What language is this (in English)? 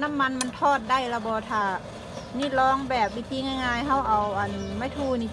Lao